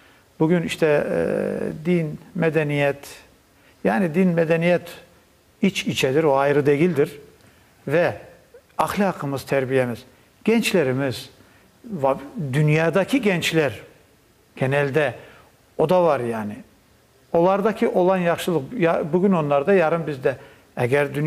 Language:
Crimean Tatar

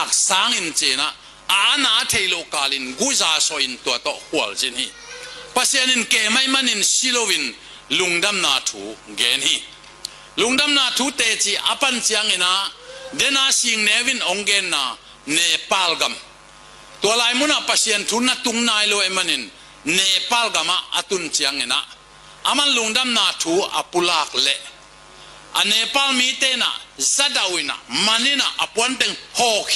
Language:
Tedim Chin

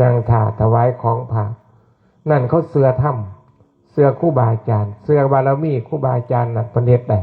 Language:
Northeastern Thai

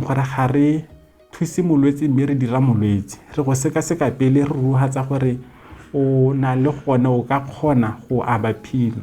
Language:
Tswana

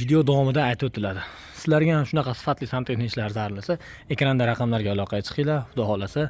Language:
Uzbek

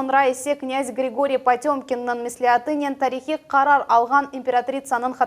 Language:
Crimean Tatar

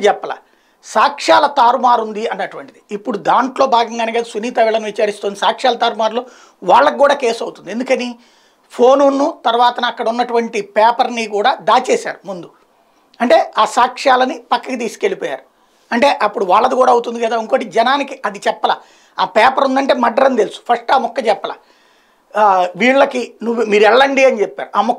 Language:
Telugu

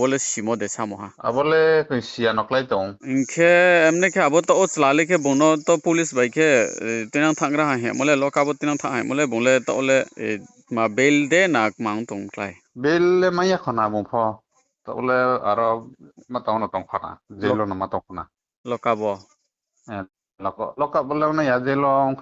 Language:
Riang (India)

